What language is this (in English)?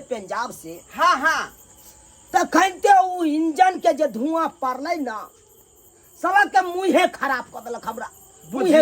Maithili